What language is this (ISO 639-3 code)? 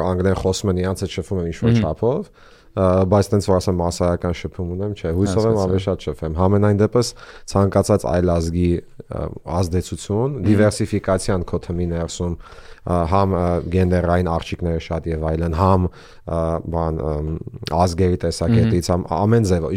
hye